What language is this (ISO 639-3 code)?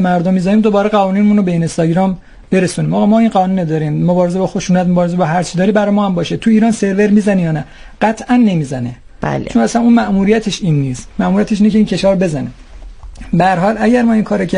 fas